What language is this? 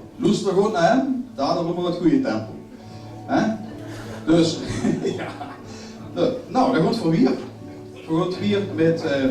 Limburgish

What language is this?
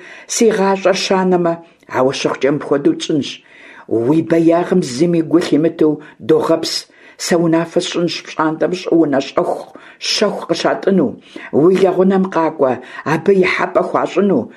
Kabardian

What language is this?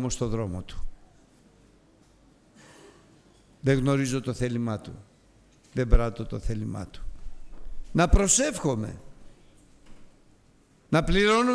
Greek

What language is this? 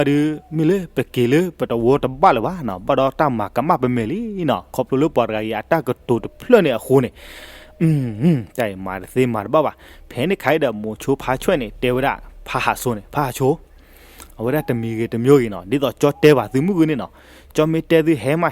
S'gaw Karen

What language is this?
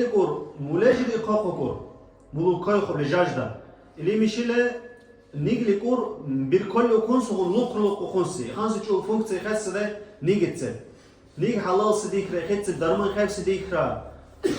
Dargwa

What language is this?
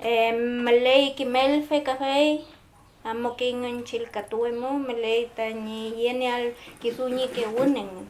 Mapuche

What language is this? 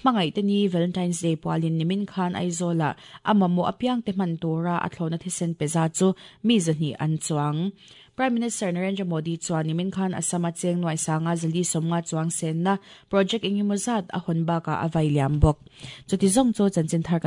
Mizo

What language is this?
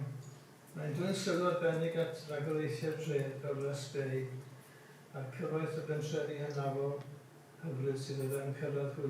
Welsh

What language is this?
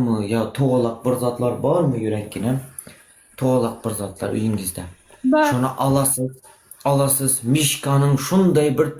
Turkmen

